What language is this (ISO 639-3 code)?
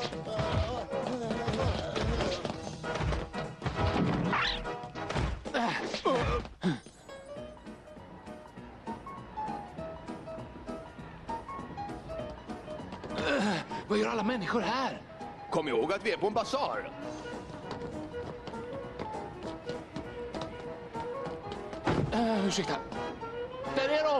swe